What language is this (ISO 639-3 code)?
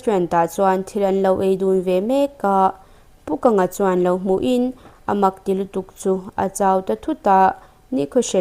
lus